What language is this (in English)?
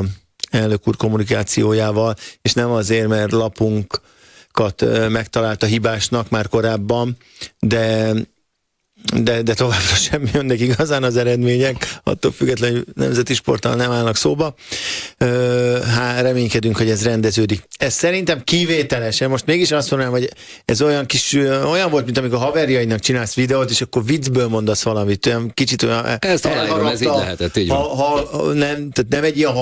Hungarian